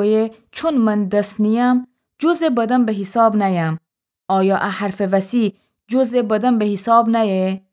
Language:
Gilaki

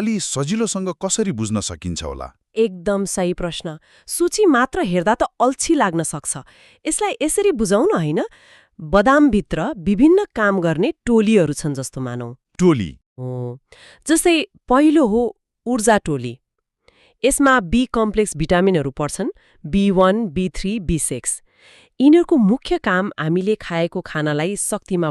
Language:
Nepali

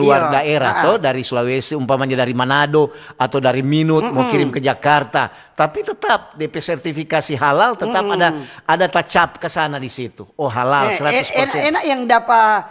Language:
Manado Malay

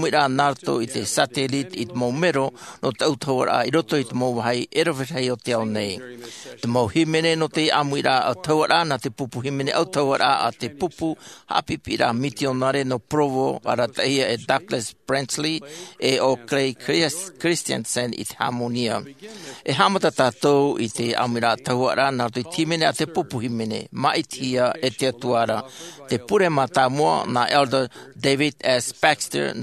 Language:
Tahitian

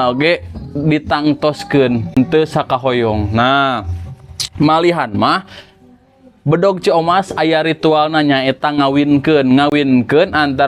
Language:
Sundanese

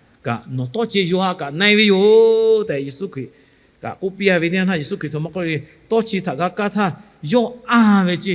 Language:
Lahu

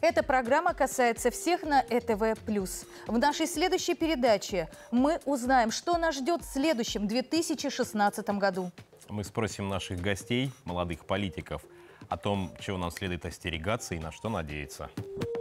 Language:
Russian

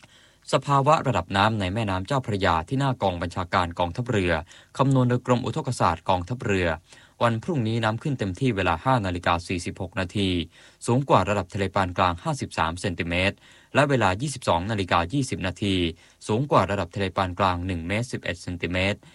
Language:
Thai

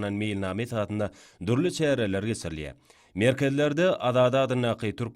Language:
Turkmen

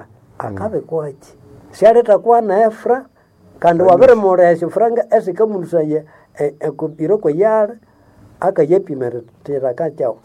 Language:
Nande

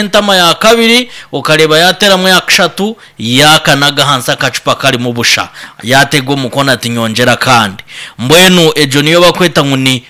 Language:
Nyankole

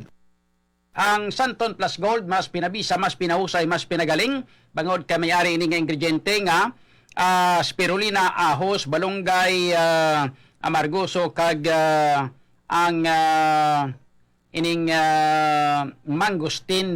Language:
Hiligaynon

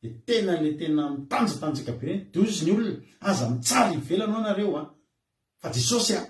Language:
Malagasy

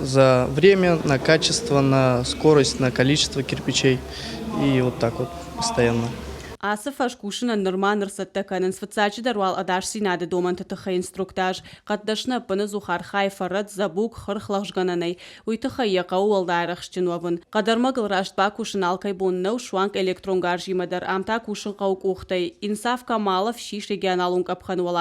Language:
Ossetic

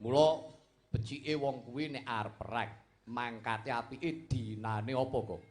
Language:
Javanese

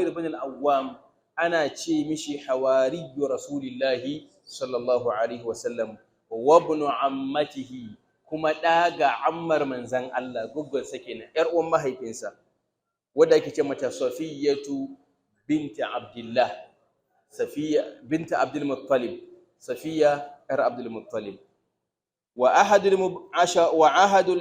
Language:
Hausa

